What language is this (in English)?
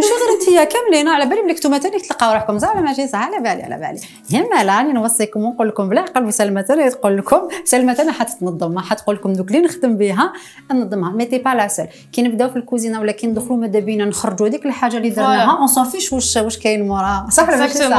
Algerian Arabic